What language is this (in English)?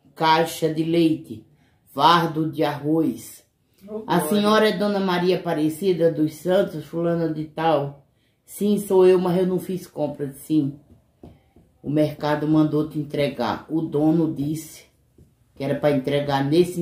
Portuguese